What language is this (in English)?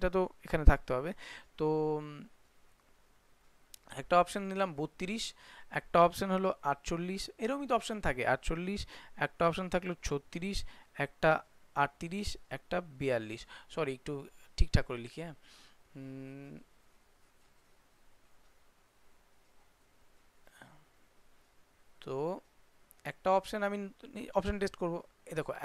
Bangla